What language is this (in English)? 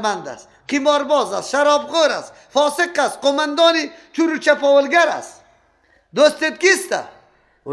Persian